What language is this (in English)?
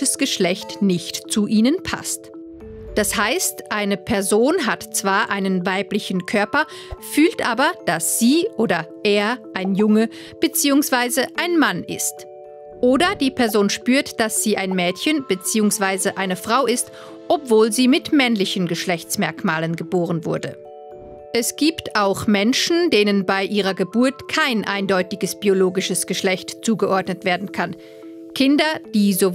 Swiss German